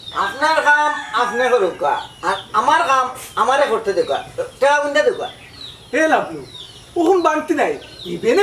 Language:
Sylheti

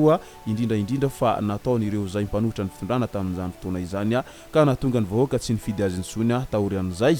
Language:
Malagasy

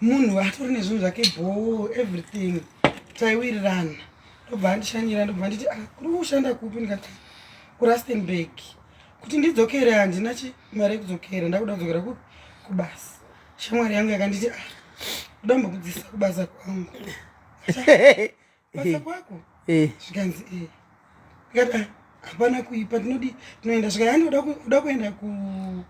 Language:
Shona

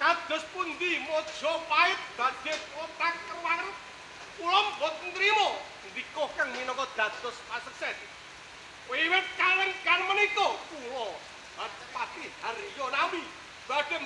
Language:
Javanese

